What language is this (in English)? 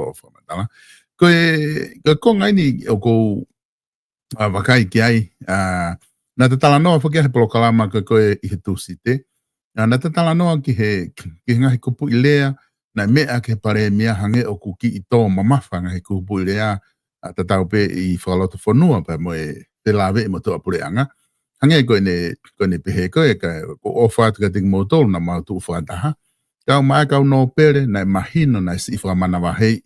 Tongan